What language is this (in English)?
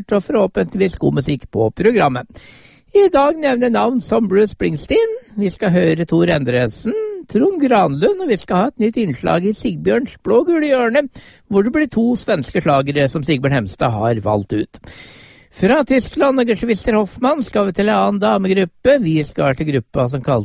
Norwegian